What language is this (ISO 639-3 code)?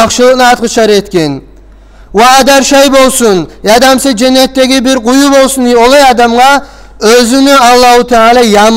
kum